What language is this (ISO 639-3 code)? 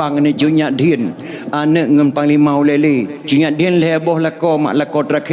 ace